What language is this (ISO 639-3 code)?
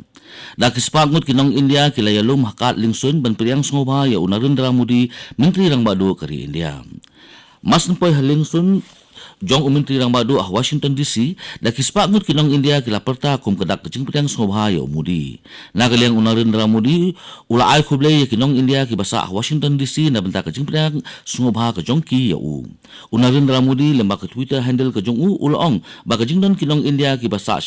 kha